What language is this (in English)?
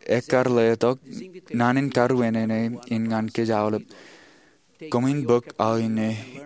Marshallese